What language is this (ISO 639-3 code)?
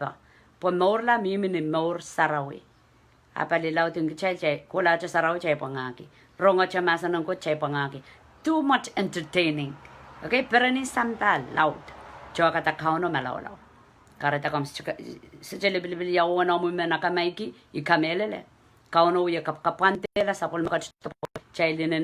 pon